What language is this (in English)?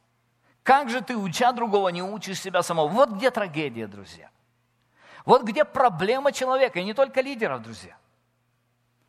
Russian